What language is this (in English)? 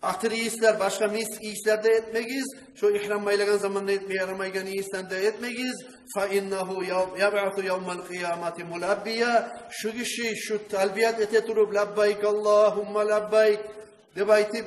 Kumyk